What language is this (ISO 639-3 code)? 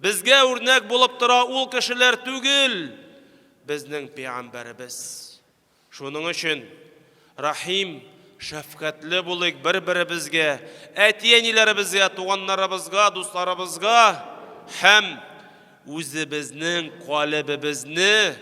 tat